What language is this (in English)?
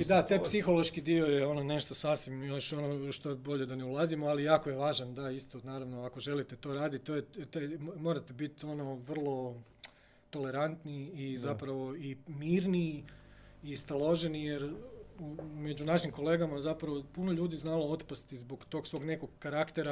Croatian